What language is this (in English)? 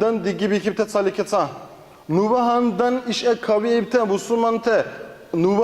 Dargwa